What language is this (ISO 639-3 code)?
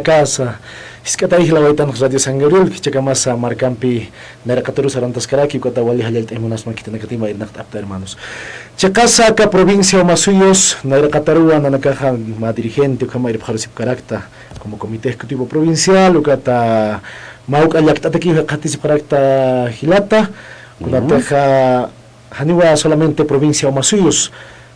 aym